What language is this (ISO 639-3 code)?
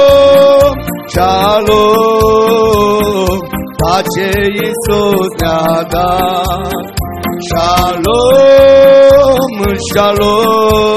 ron